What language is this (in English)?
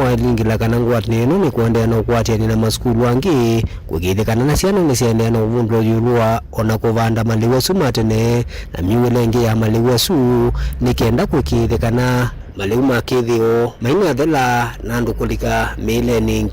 Kamba